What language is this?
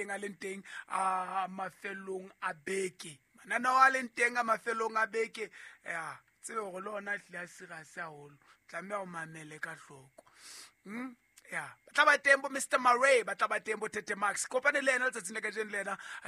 Southern Sotho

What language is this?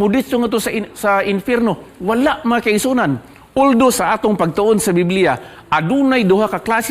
Cebuano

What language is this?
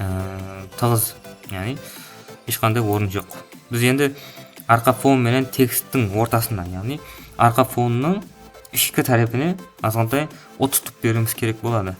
Kara-Kalpak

